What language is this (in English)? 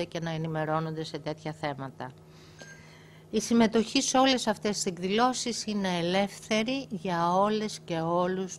Greek